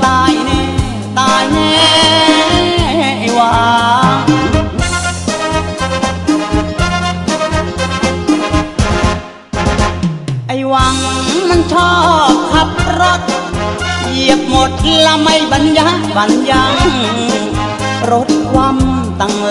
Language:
Thai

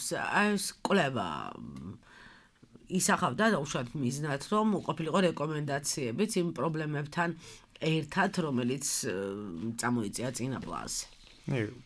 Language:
Georgian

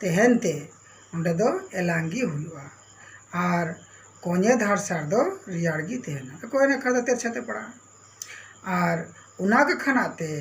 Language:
Santali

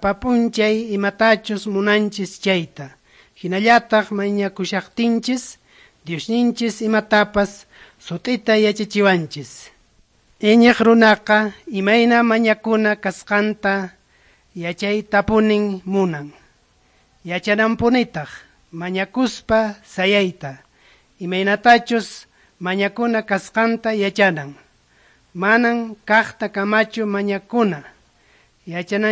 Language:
Quechua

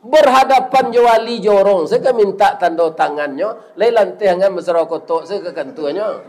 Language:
Minangkabau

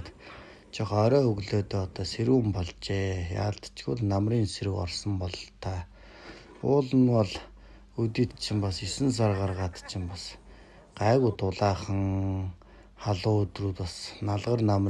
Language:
Mongolian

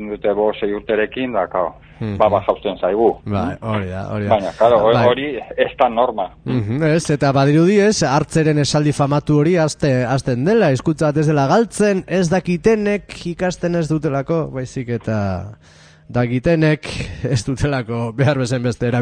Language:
Basque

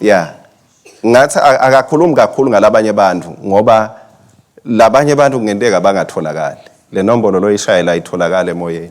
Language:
Swati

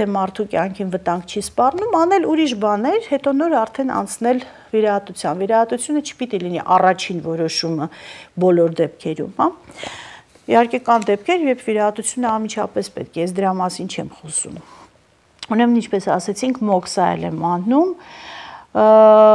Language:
Armenian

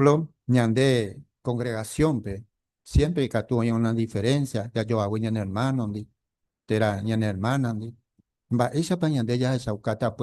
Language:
Guarani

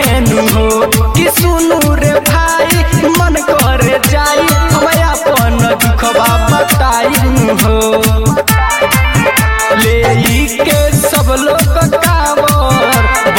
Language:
Bhojpuri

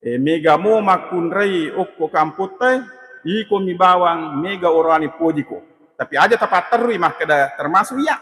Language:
Buginese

